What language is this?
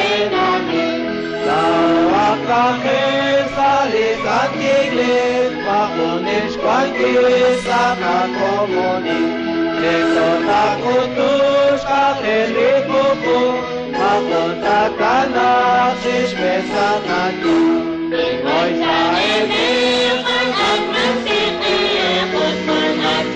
Kekchí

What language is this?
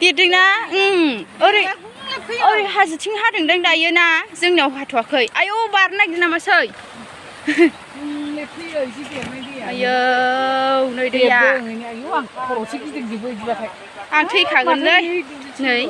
Bodo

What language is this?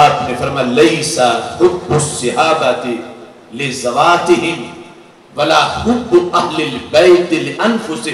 Urdu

